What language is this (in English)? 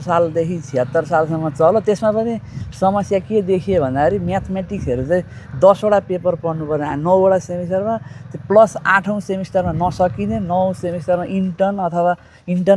Nepali